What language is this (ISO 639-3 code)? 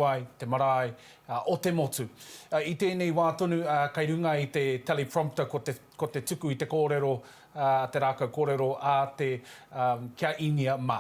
mri